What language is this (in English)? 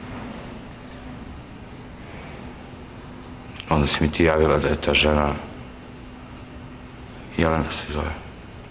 Serbian